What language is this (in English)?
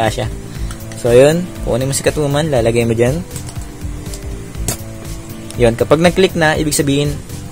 Filipino